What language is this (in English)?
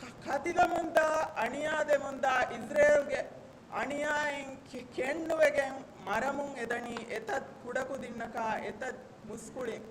Divehi